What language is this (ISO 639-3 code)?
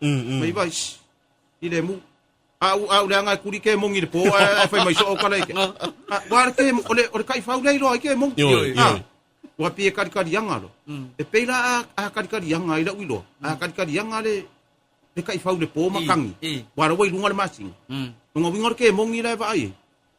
smo